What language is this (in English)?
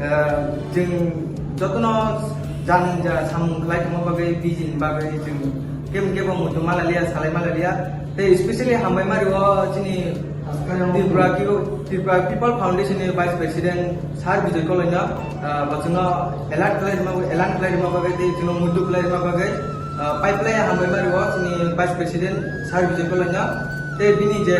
Kok Borok